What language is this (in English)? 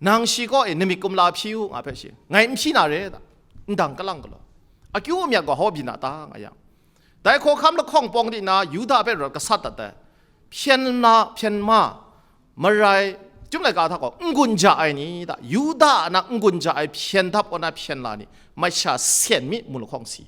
Kachin